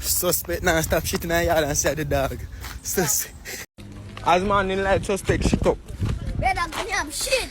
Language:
Jamaican Creole English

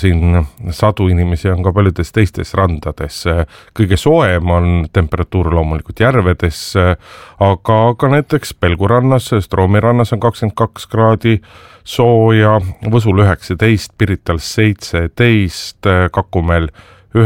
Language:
Estonian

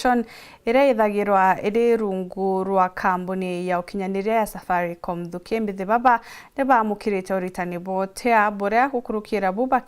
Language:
Meru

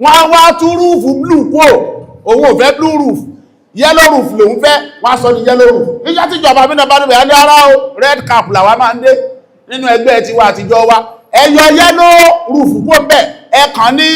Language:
Yoruba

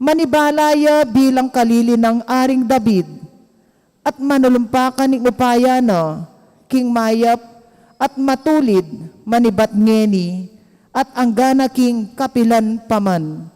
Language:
Pampanga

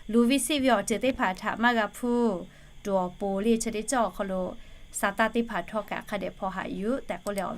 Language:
Lahu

